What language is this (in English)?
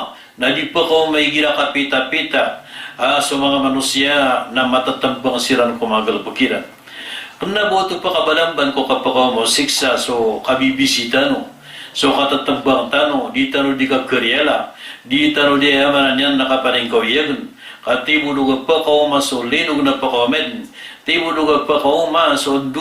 Maranao